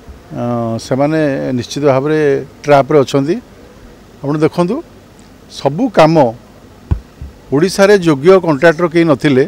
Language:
Odia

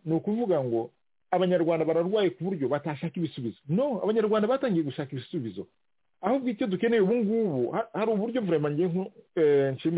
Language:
Kinyarwanda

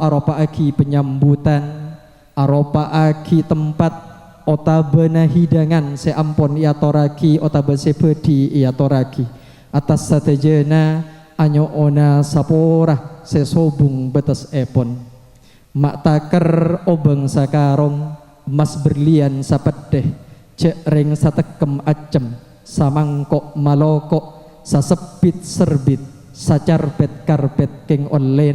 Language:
Madurese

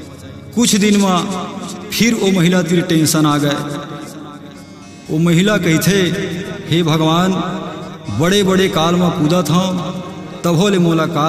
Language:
Chhattisgarhi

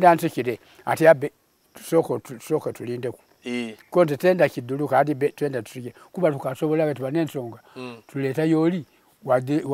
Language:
Soga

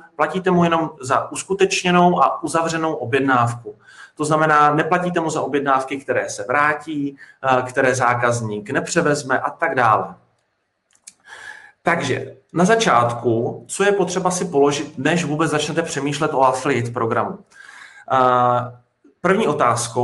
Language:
Czech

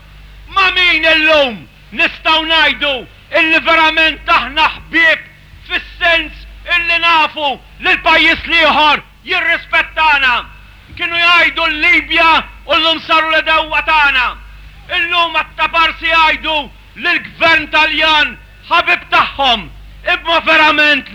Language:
Maltese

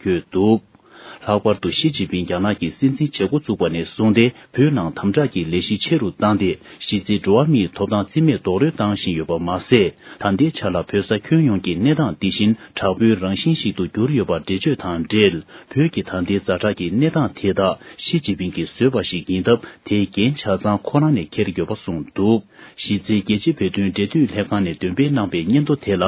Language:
Tibetan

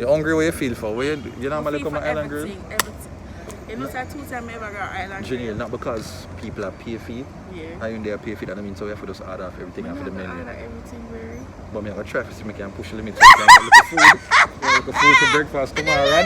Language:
Jamaican Creole English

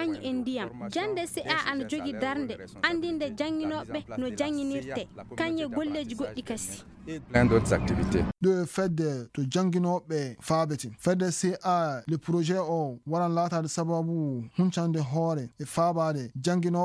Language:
Fula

